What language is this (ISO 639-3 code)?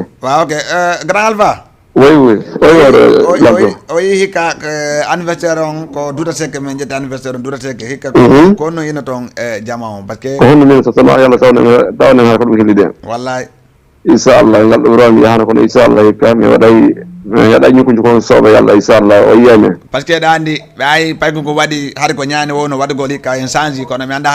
ful